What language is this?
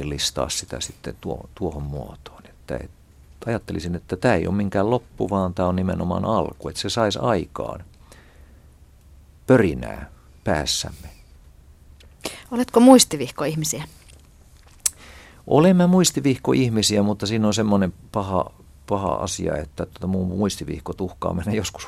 Finnish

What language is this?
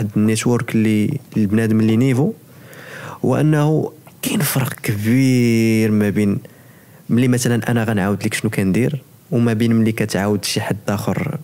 Moroccan Arabic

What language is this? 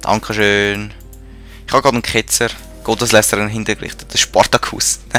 Swiss German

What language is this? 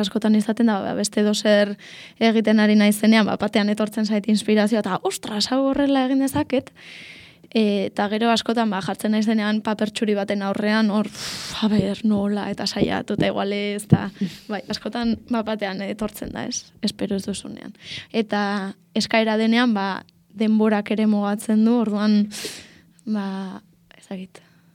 Basque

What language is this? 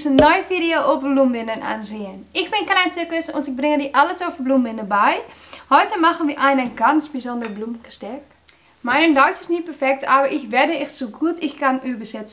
German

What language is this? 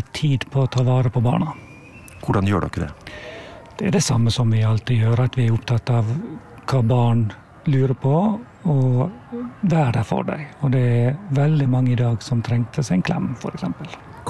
Norwegian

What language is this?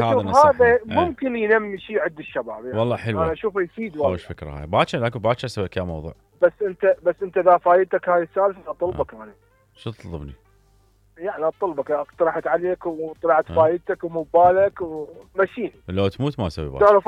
Mesopotamian Arabic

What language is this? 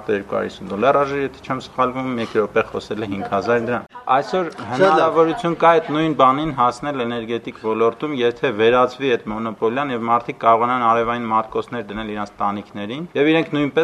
Armenian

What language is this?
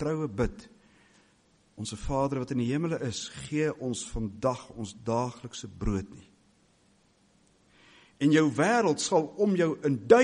Afrikaans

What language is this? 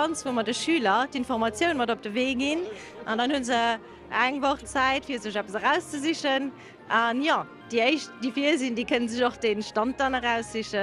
Luxembourgish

